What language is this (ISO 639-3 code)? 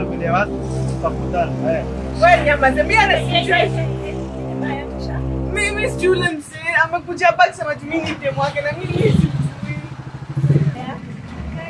swa